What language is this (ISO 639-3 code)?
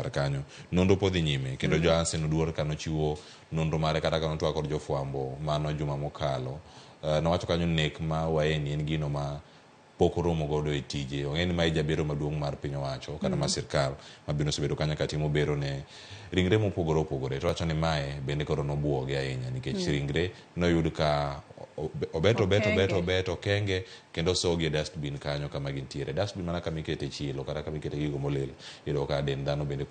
luo